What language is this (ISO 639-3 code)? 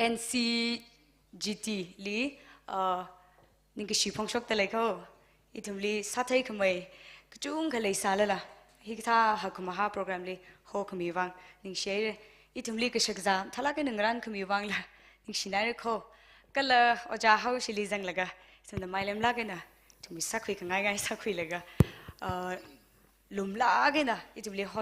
nmf